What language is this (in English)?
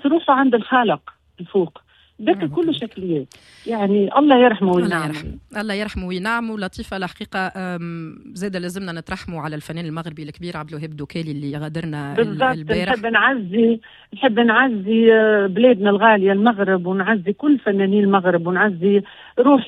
Tunisian Arabic